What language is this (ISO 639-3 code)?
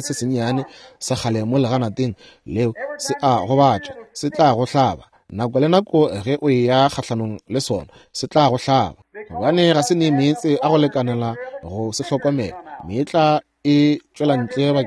nso